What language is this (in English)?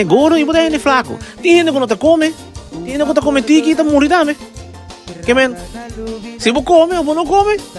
Papiamento